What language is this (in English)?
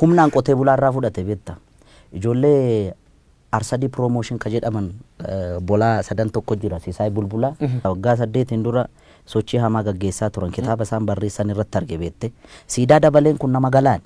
Oromo